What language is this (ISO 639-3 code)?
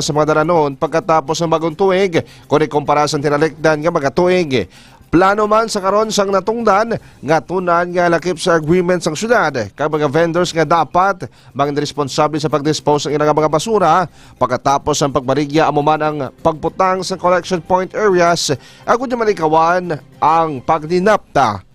hil